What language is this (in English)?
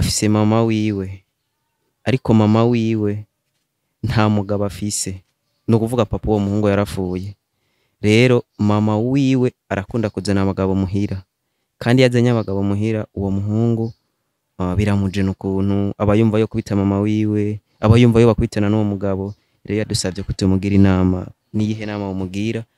Rundi